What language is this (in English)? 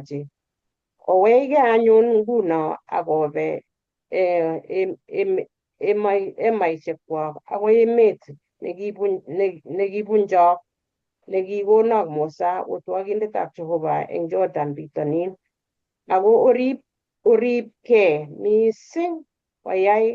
Kalenjin